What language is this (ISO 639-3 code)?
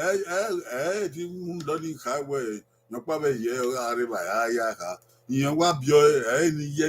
bin